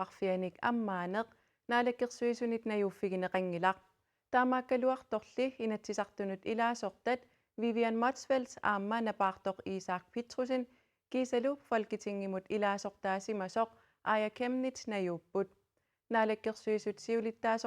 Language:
Kalaallisut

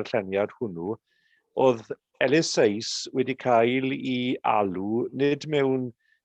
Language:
Welsh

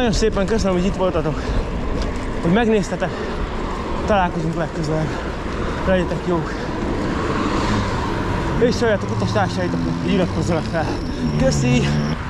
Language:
Hungarian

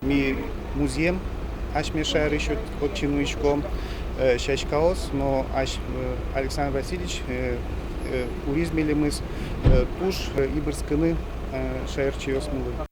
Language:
Udmurt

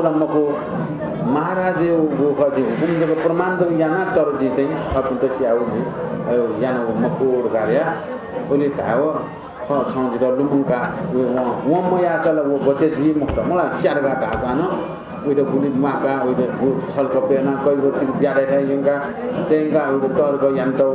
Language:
Newari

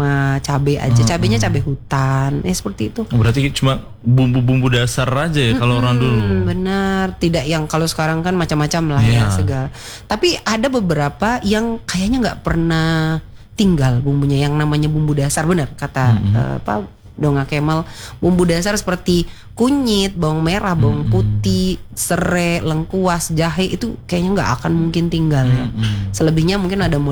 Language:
Indonesian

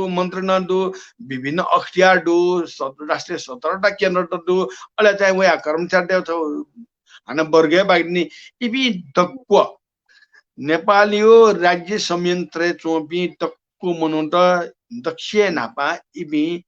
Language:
Newari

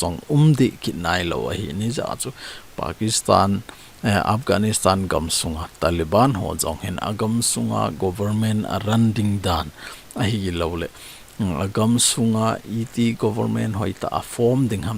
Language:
Thado Chin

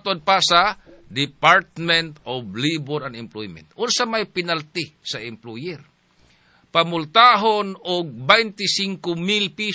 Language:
Cebuano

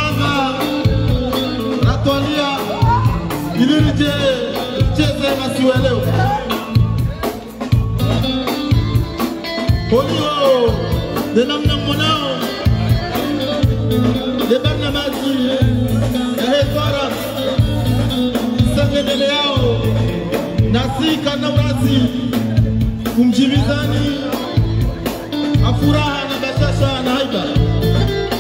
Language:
Swahili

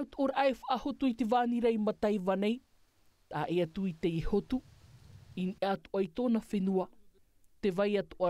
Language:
Tahitian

